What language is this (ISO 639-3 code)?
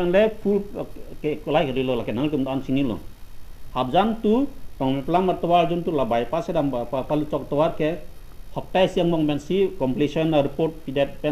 mjw